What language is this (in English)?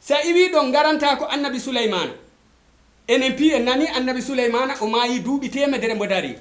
Fula